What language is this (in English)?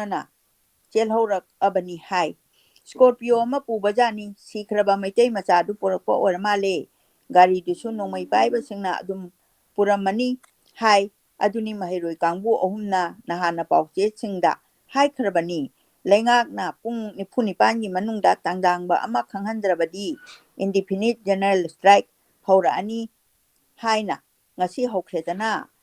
Manipuri